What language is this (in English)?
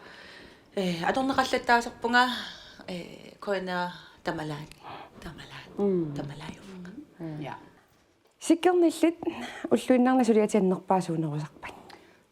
Kalaallisut